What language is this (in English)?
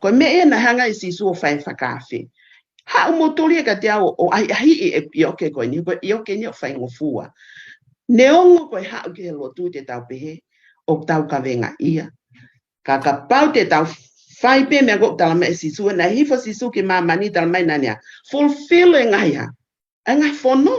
Tongan